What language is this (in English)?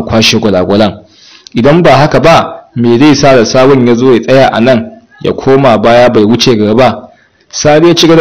Hausa